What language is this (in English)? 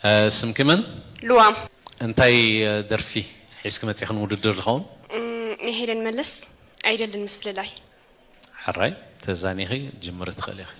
Tigrinya